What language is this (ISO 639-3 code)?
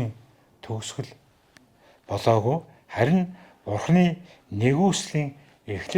mon